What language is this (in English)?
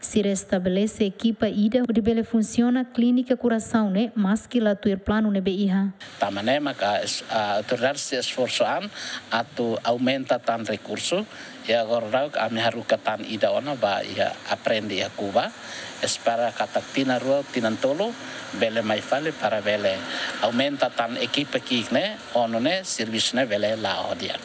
Tetum